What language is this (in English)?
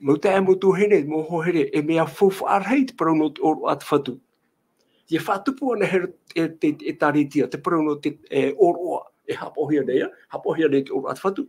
Tahitian